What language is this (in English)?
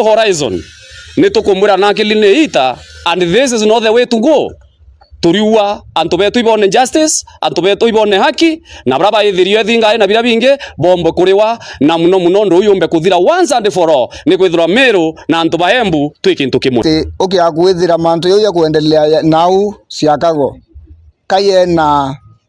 Meru